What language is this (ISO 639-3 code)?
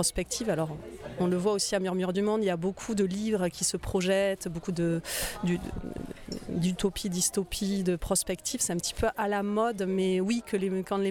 fra